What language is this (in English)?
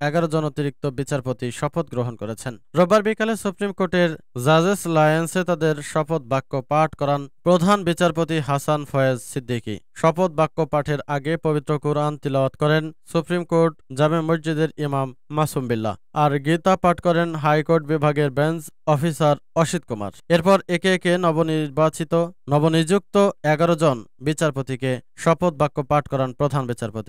Bangla